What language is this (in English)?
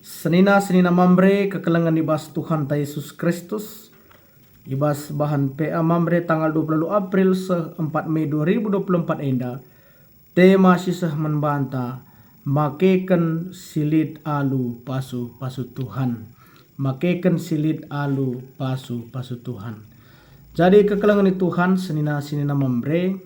Batak Karo